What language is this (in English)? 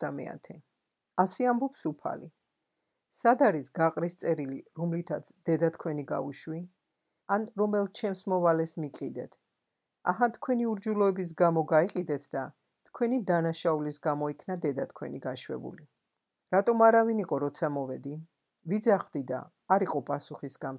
Georgian